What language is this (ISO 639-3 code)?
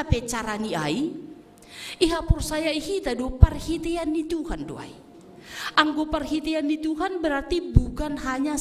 bts